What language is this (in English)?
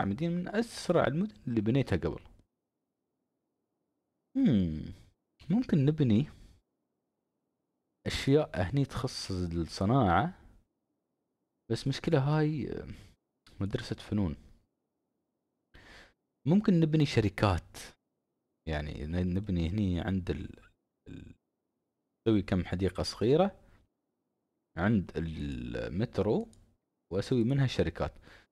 Arabic